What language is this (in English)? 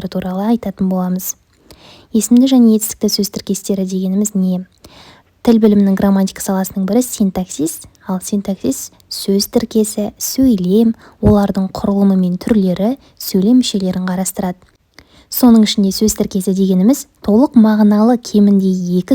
Kazakh